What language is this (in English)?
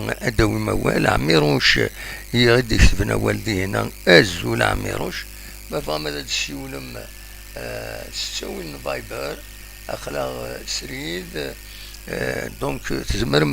Kabyle